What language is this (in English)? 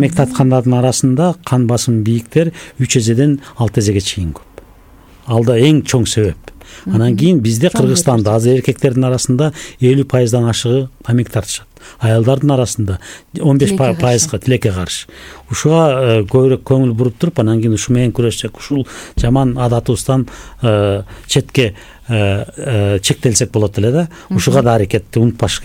Kyrgyz